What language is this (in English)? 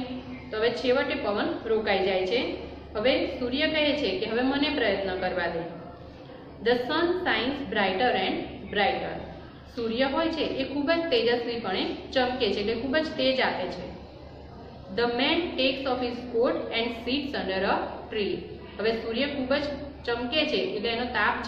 Gujarati